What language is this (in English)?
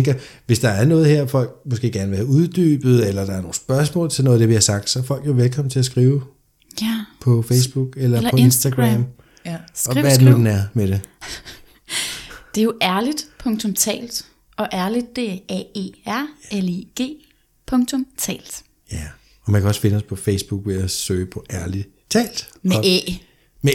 Danish